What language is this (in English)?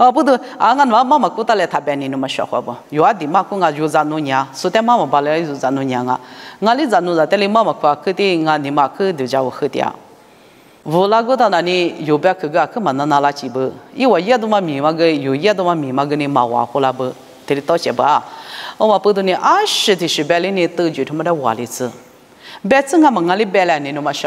Lisu